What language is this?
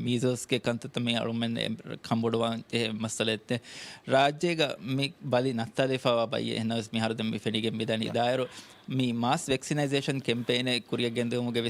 Divehi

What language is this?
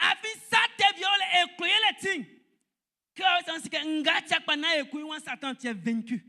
Baoulé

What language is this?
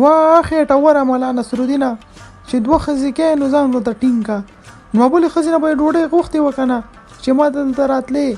Pashto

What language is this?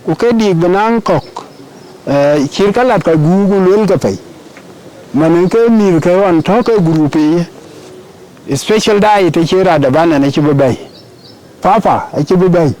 Dinka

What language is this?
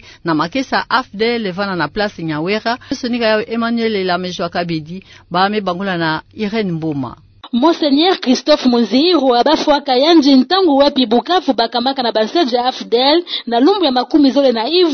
Kituba (Democratic Republic of Congo)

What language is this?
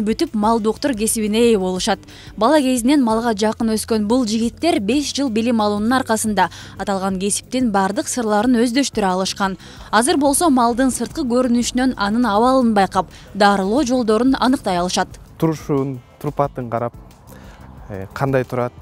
Kyrgyz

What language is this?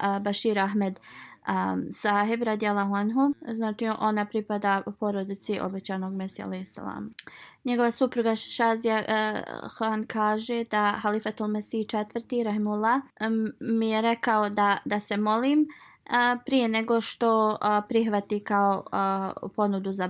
Bosnian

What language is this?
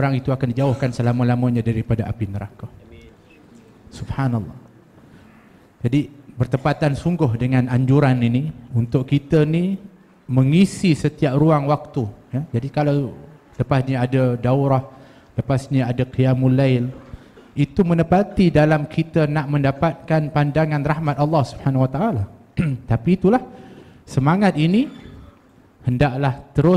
Malay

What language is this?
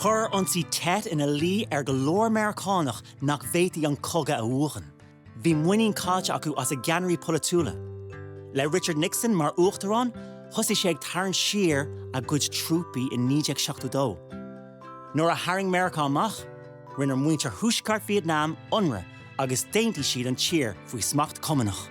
Irish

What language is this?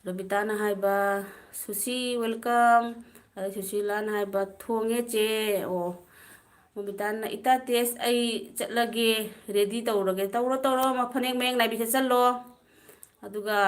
Manipuri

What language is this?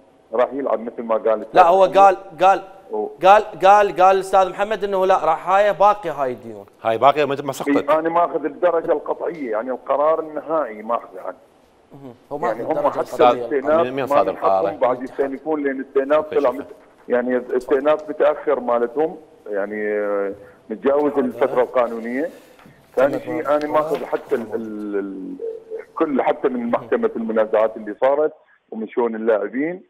Mesopotamian Arabic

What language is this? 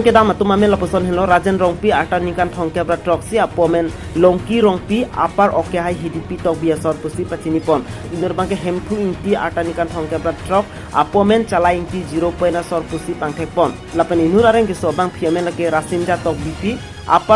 Karbi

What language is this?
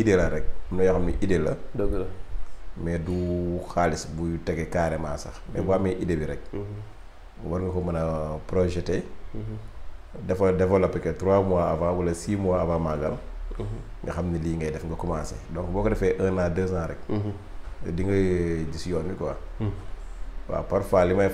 Wolof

